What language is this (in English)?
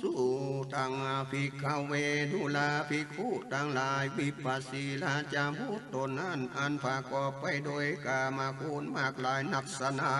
Northern Thai